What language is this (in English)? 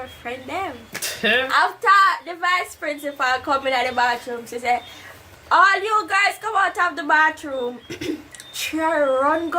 Jamaican Creole English